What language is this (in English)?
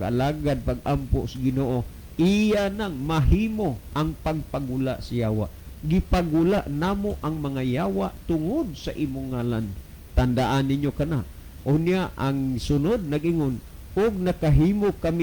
Cebuano